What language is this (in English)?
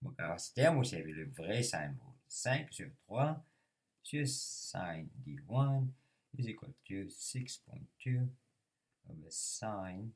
Morisyen